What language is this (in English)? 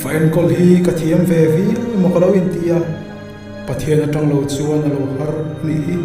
Mizo